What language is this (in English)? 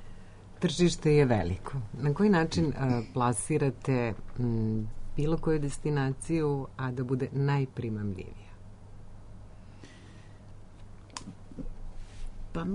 Serbian